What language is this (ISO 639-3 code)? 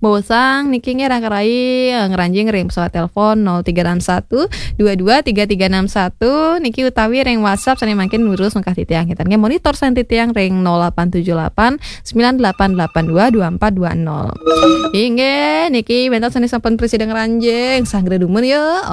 ban